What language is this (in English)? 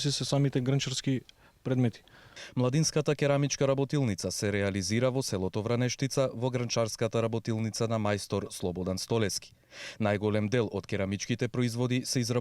Macedonian